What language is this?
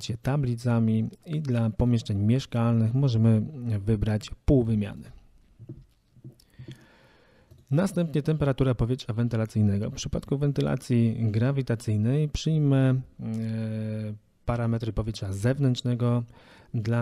Polish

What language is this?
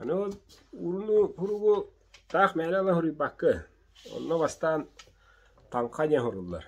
Yakut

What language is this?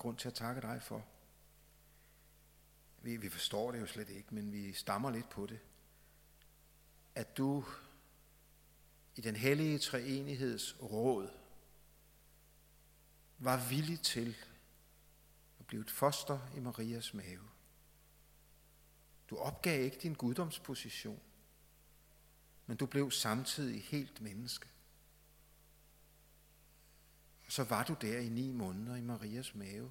Danish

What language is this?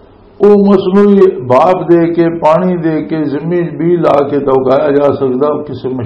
Western Panjabi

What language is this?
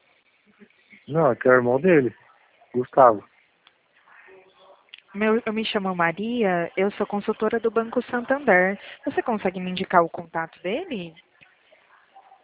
Portuguese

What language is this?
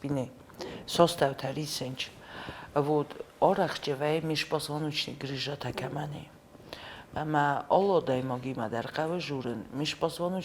Ossetic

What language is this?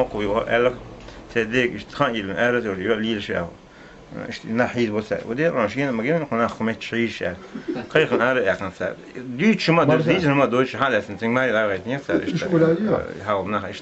Chechen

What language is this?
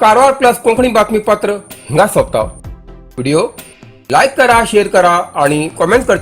Konkani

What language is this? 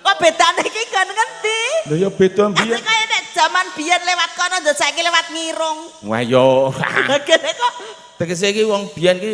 Javanese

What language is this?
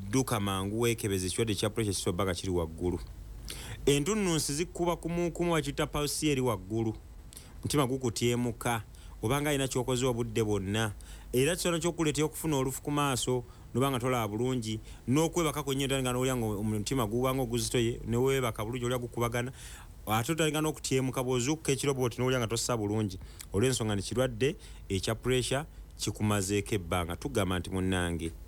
Ganda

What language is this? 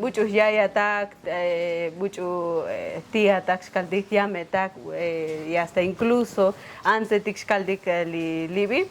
Tzotzil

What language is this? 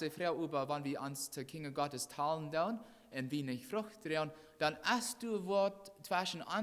Plautdietsch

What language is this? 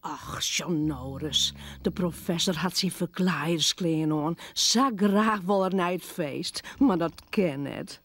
Western Frisian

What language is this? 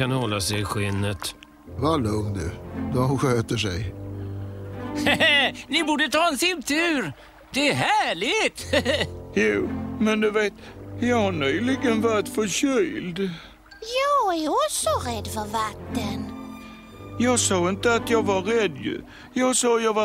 Swedish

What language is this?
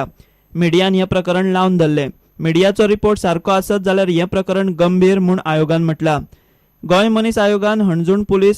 Konkani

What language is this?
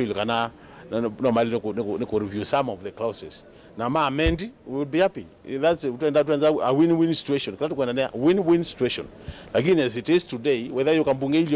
Kamba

